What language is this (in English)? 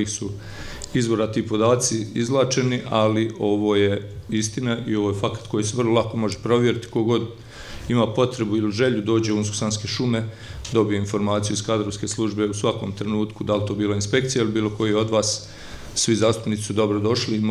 Bosnian